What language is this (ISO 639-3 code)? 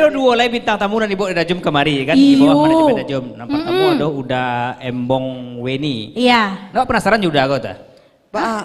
min